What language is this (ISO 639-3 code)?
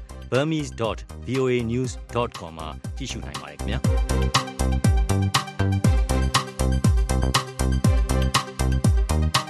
mya